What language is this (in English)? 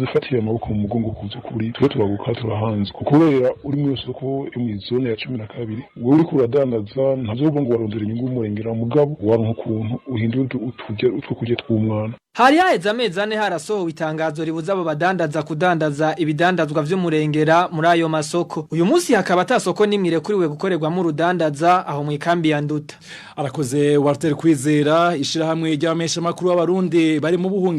Rundi